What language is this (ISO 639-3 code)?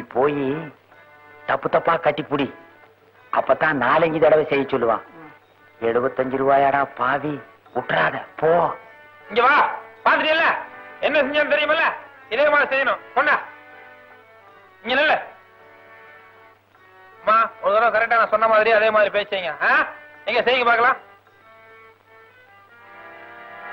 tam